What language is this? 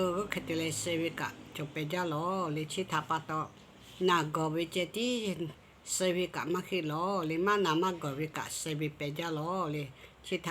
Lahu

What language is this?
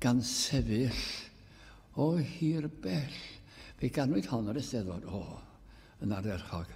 Welsh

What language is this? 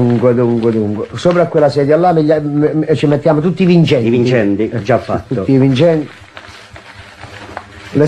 Italian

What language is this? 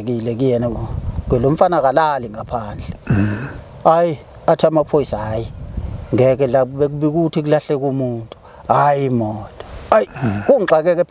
Zulu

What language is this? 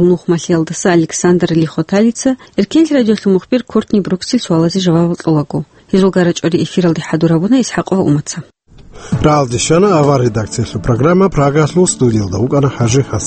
Avaric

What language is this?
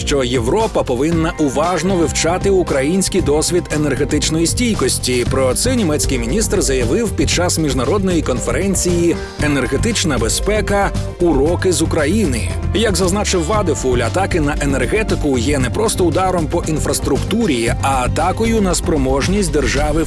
Ukrainian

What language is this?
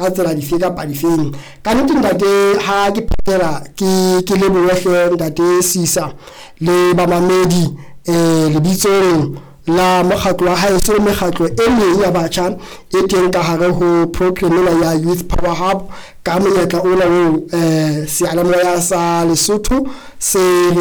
Southern Sotho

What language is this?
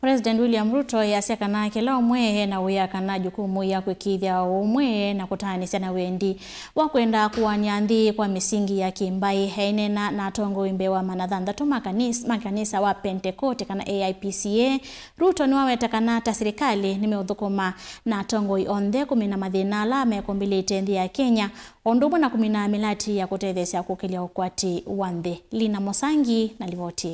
Kamba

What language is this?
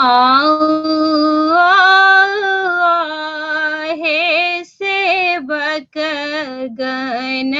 Maithili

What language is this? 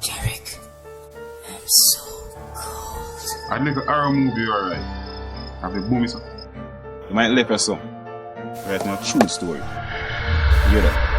Jamaican Creole English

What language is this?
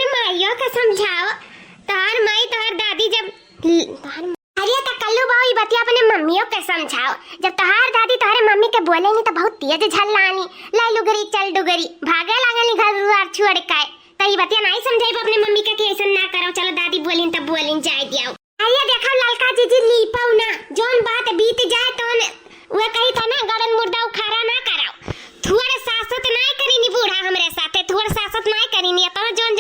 Awadhi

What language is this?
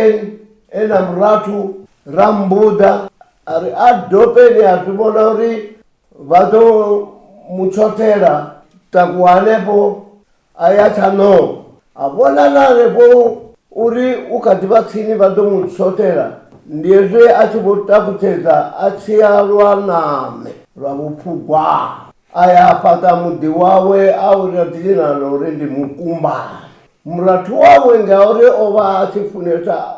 Venda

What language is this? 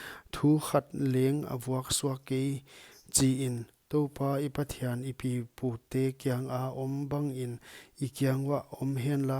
Paite Chin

